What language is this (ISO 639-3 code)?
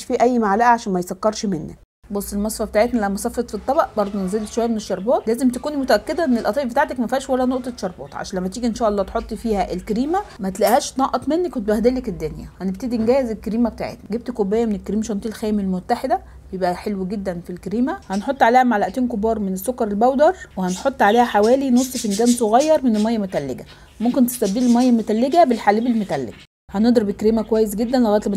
arz